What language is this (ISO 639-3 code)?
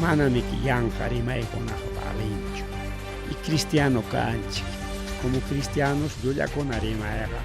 quy